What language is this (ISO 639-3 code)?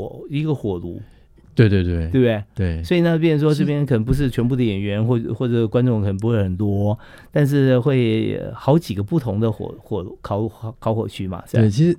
zho